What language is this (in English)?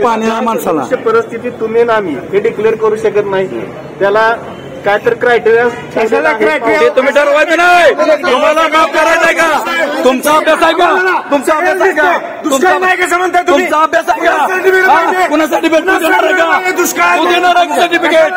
Marathi